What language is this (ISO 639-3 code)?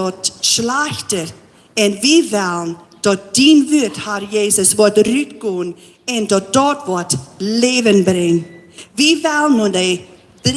pdt